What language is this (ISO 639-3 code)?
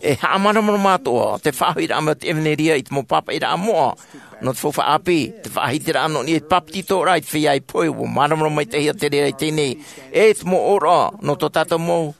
tah